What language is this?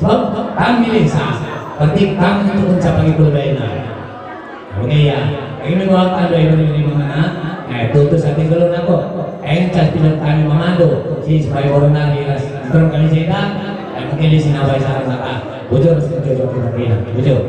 Batak Karo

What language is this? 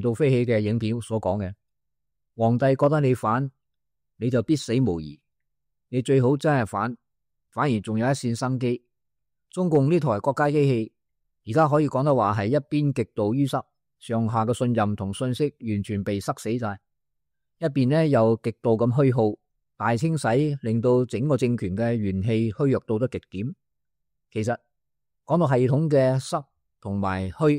Cantonese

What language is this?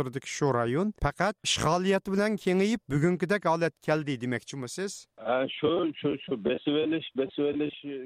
Uyghur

